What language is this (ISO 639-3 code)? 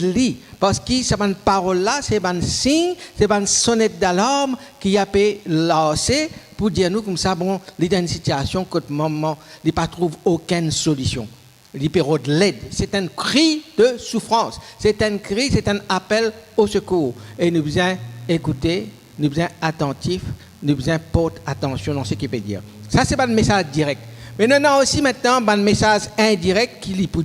mfe